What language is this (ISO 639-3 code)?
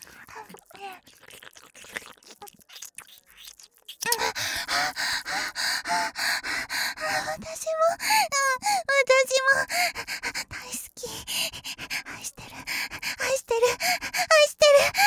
jpn